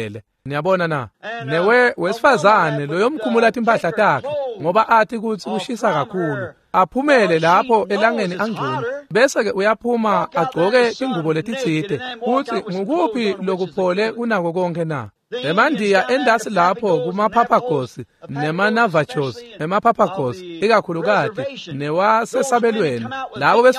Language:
Swati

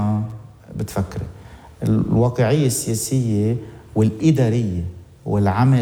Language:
North Levantine Arabic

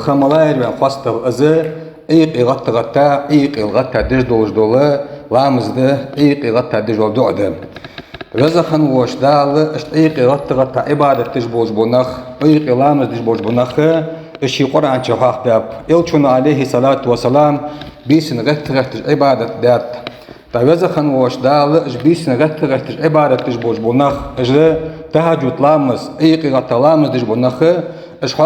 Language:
Ingush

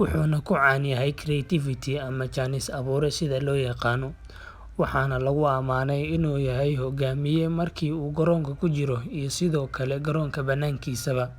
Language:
Somali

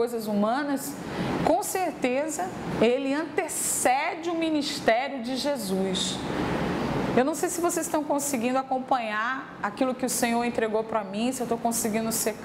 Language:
Portuguese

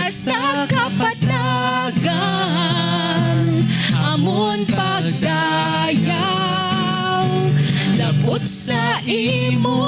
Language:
Hiligaynon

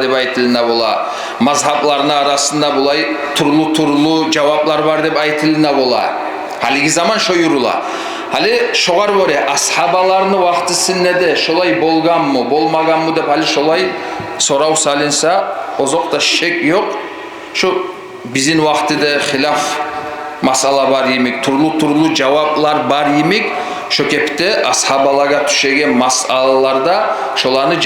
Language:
Kumyk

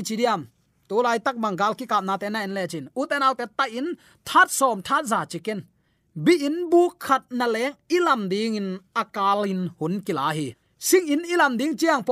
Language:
Tedim Chin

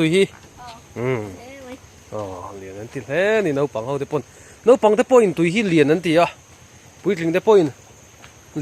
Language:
Mizo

